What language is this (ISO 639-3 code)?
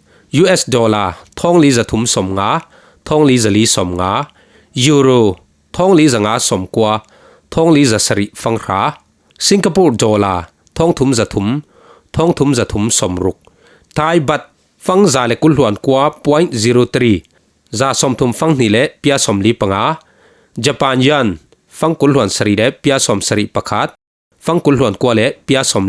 cfm